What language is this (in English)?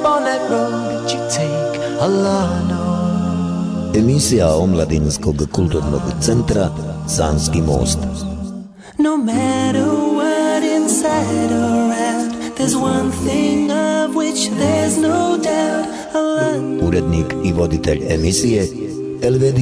Bosnian